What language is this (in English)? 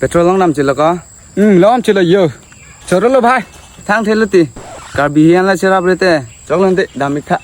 Karbi